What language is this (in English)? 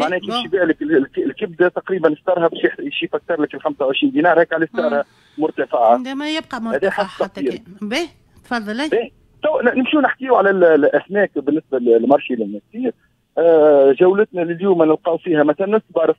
Tunisian Arabic